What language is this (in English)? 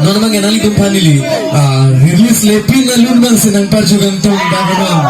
Karbi